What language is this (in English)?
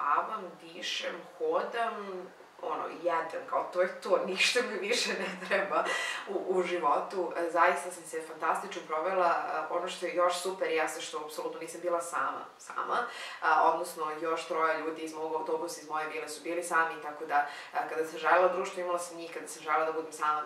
Serbian